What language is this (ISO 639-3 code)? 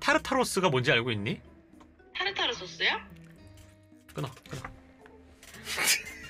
kor